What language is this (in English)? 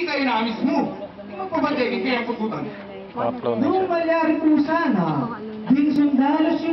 Pampanga